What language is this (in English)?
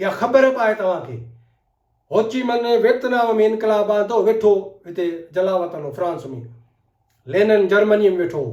Sindhi